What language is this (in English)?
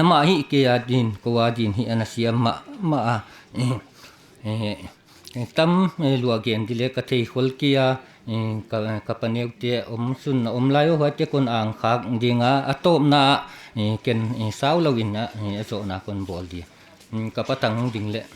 Paite Chin